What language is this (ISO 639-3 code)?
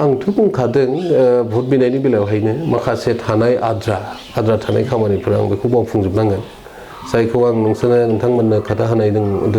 brx